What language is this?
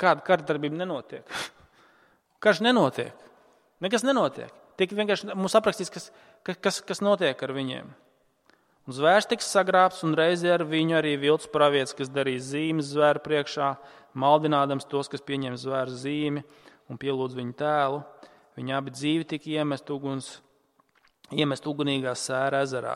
Latvian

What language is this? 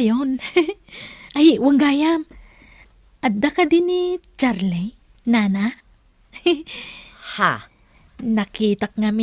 Iloko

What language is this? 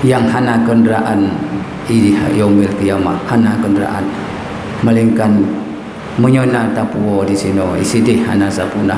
Achinese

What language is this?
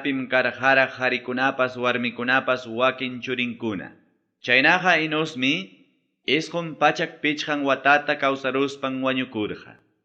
Ayacucho Quechua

